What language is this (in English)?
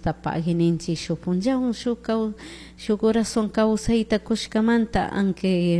Chimborazo Highland Quichua